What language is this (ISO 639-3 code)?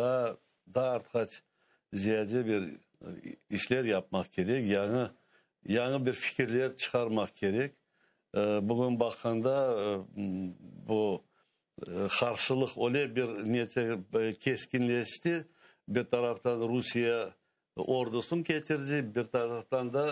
crh